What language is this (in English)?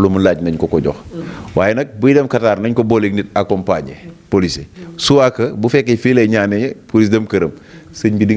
Wolof